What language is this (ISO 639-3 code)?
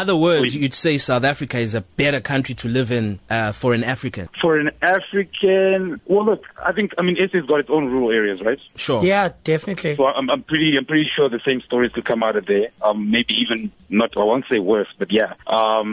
eng